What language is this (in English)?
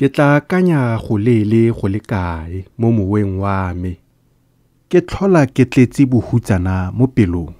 Tswana